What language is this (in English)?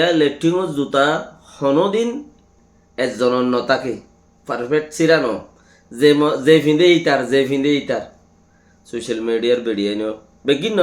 Rohingya